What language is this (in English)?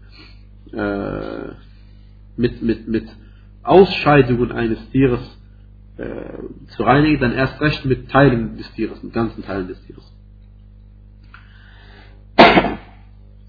German